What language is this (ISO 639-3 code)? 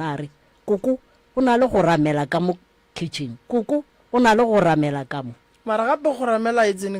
nso